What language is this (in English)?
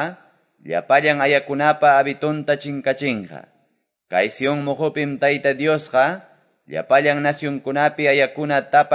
Quechua